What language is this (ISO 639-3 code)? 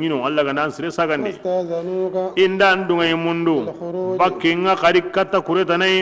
bam